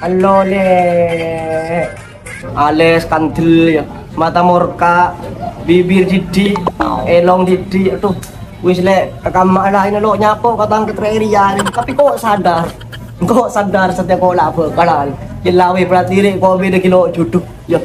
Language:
Madurese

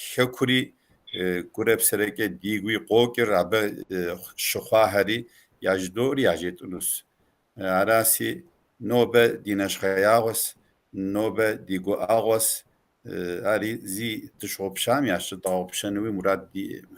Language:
Kabardian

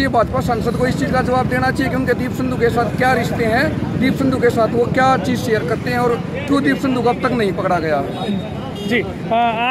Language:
Hindi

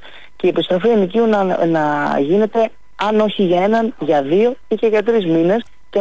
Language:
Greek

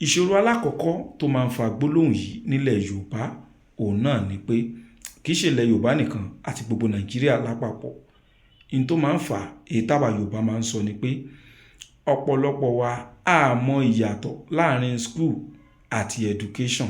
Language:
Yoruba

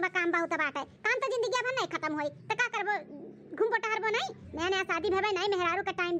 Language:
Awadhi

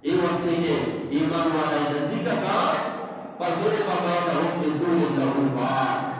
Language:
Eastern Balochi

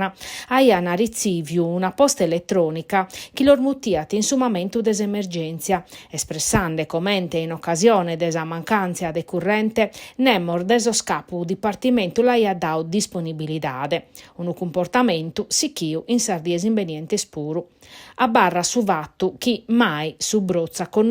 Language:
Sardinian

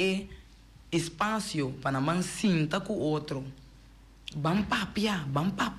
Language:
Papiamento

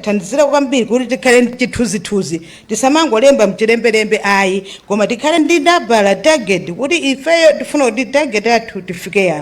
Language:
Nyanja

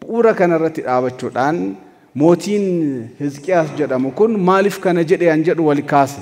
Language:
Oromo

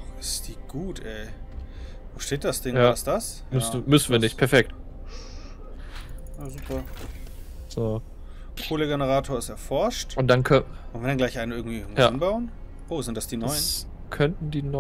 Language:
German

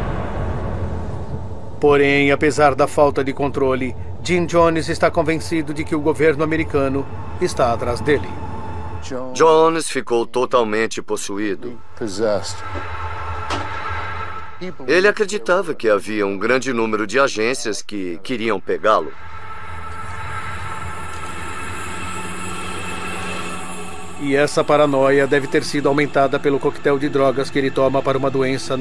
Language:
Portuguese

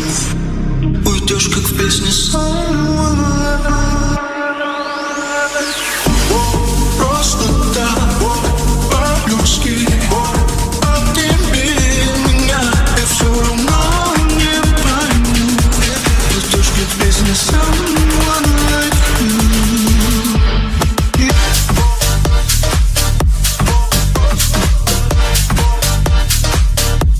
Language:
Russian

